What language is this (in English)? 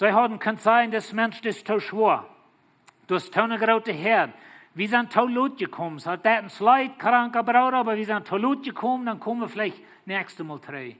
Plautdietsch